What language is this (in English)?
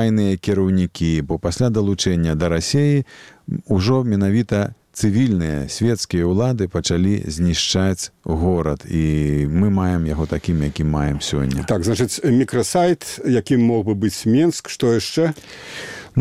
Belarusian